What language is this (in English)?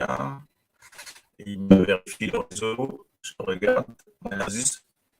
Morisyen